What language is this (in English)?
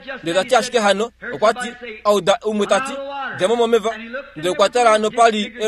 Kuanyama